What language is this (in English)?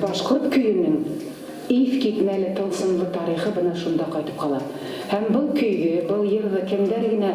Bashkir